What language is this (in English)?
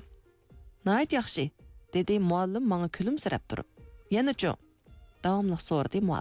Uyghur